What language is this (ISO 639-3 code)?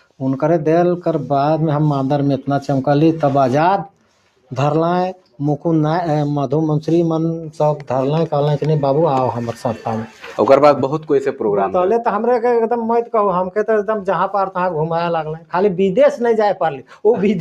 sck